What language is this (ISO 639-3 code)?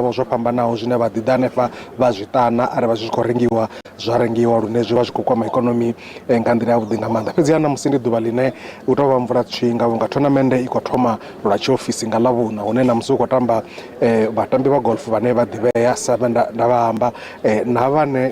ven